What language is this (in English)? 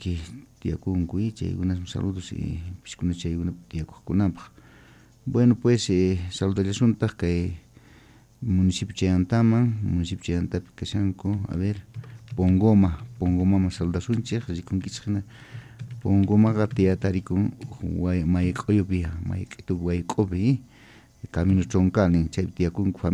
Quechua